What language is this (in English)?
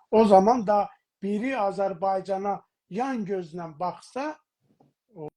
South Azerbaijani